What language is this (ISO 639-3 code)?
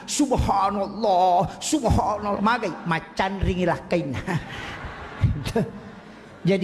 bug